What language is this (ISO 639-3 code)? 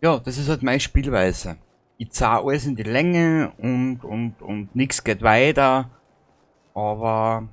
bar